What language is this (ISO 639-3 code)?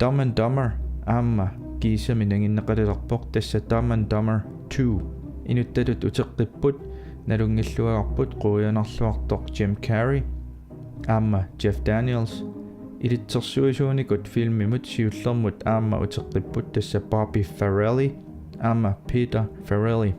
kal